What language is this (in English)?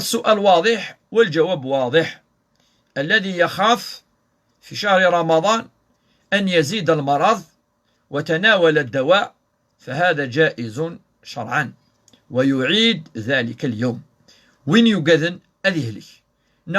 Kabyle